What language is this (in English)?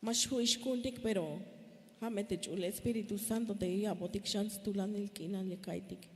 Tzeltal